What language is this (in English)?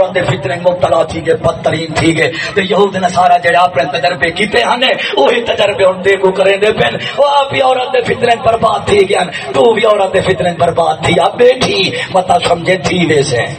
Saraiki